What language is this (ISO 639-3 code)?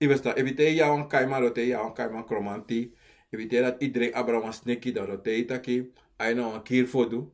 srn